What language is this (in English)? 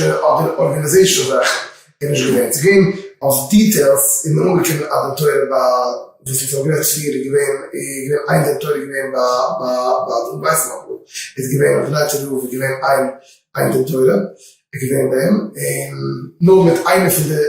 Yiddish